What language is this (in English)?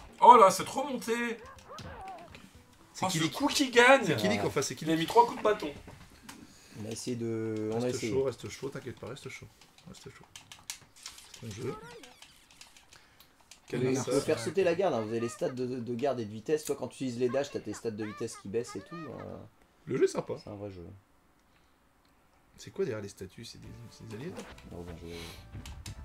French